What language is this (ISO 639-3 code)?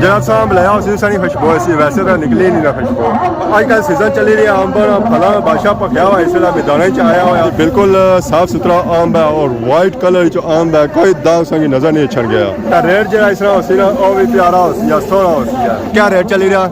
phr